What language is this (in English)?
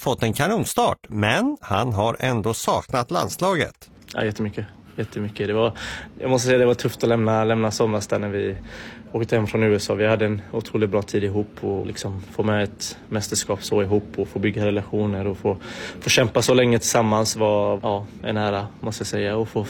Swedish